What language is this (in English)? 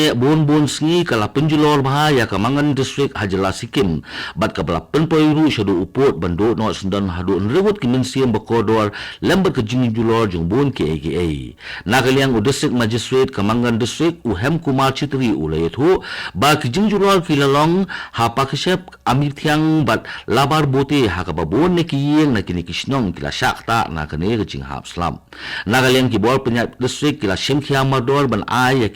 Khasi